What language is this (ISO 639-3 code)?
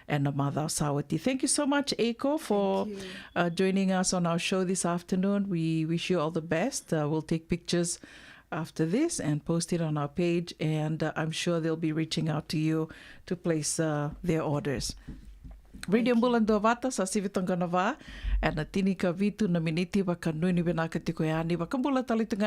fij